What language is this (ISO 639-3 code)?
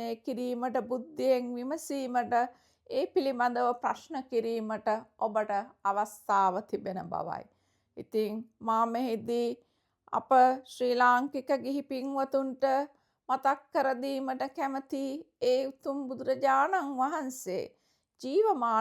sin